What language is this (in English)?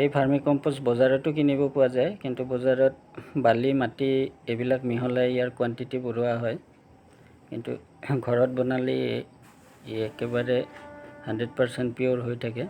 Assamese